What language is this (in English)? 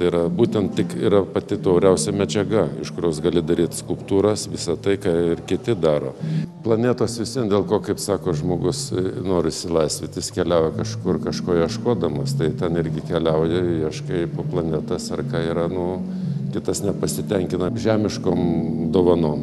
Lithuanian